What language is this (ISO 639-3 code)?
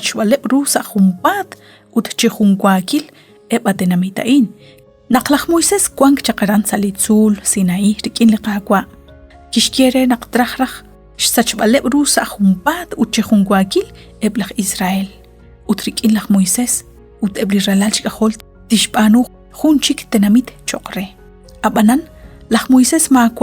kek